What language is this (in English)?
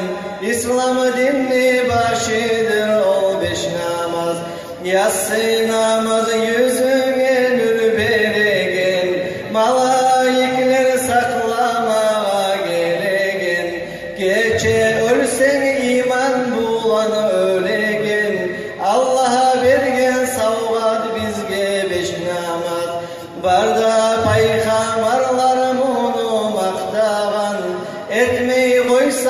Kumyk